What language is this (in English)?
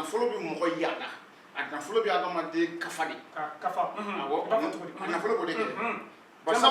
Bambara